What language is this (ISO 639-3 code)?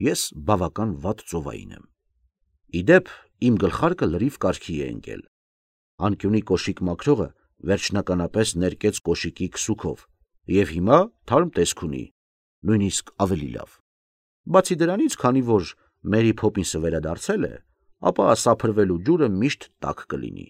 hye